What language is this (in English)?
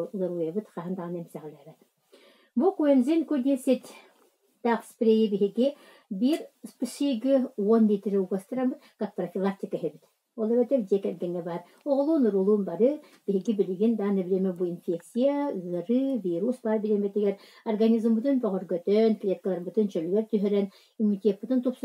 Yakut